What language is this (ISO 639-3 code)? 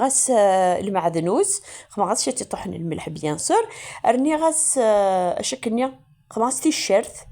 kab